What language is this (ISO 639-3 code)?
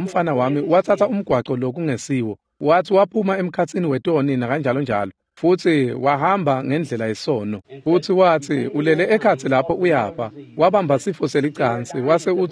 ssw